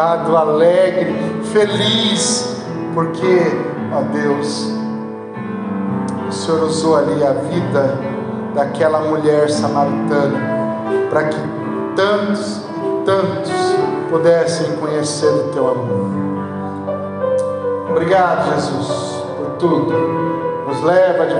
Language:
Portuguese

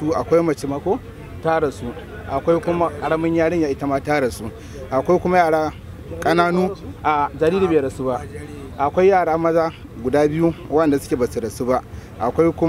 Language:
Hausa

